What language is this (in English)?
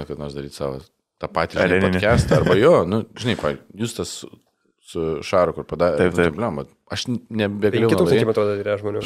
Lithuanian